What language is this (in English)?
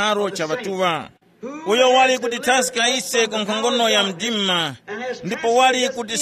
Tumbuka